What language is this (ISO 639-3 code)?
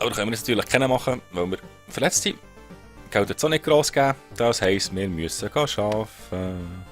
gsw